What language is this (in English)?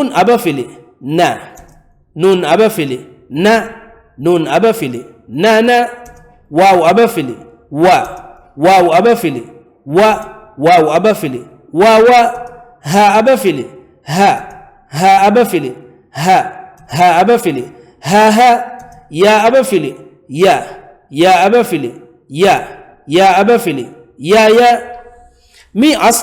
Divehi